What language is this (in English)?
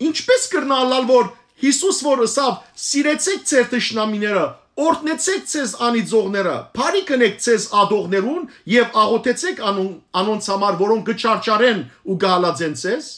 Western Armenian